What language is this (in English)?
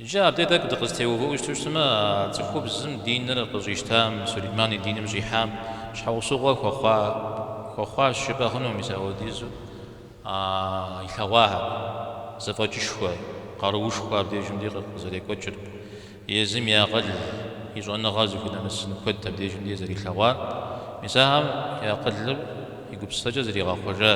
Kabardian